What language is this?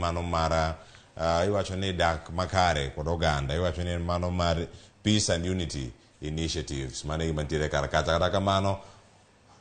Luo (Kenya and Tanzania)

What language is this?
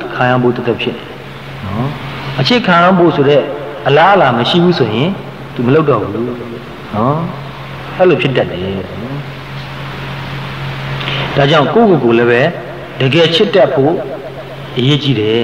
Burmese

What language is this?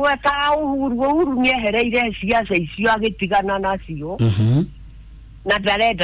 Kikuyu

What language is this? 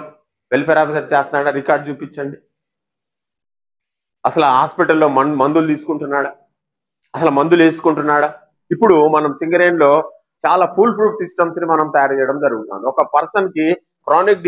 Telugu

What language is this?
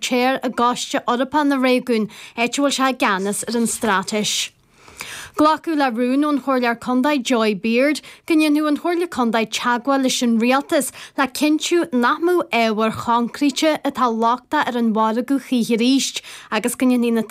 Irish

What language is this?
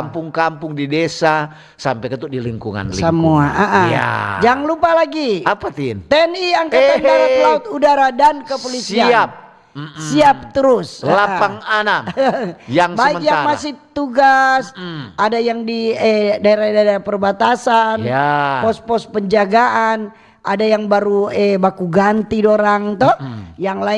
Manado Malay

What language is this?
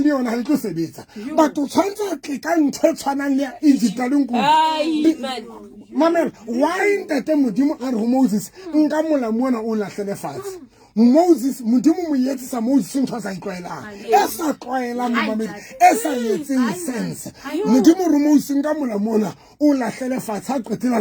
Southern Sotho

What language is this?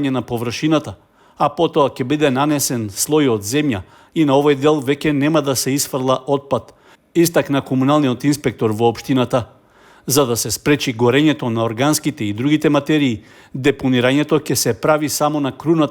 Macedonian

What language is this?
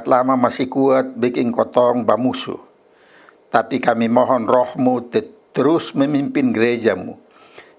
Kupang Malay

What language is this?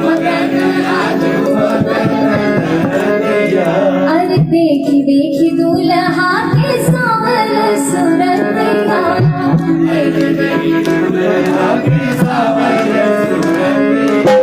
Maithili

